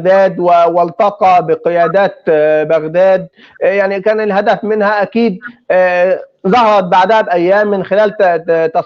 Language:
North Levantine Arabic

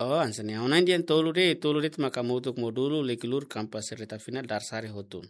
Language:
Tetum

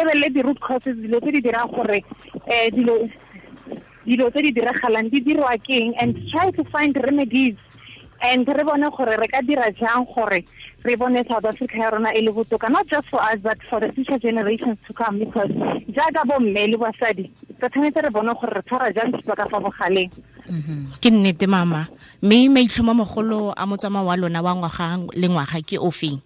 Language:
Tswana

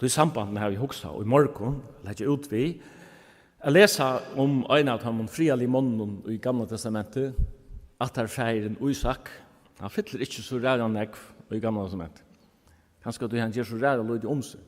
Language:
Faroese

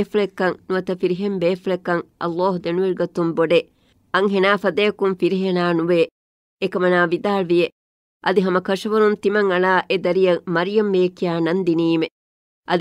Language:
Divehi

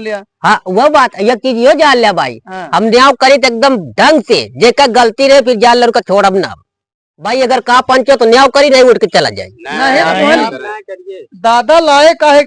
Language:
Awadhi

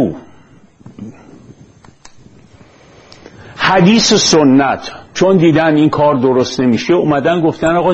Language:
Persian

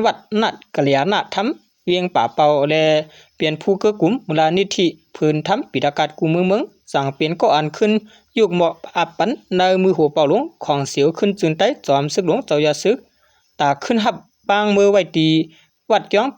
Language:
Shan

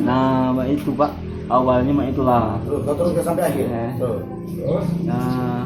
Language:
Musi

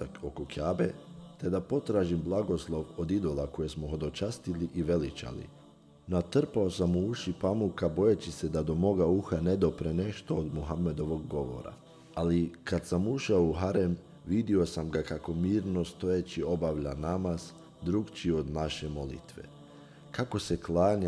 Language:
Bosnian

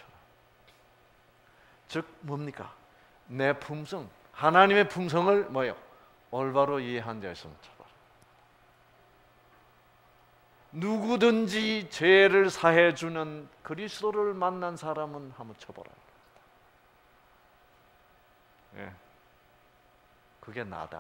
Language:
Korean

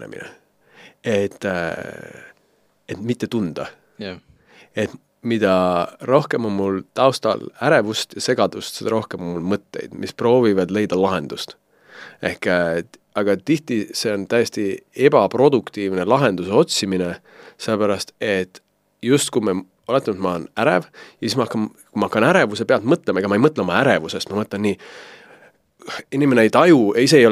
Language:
Estonian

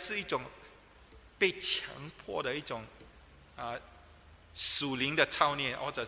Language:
Chinese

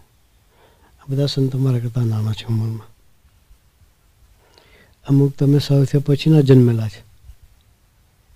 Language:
Gujarati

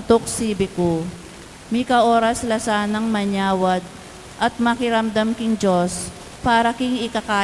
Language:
Pampanga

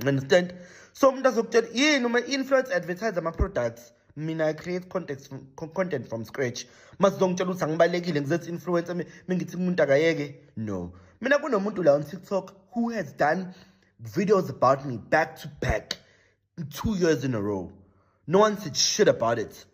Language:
Zulu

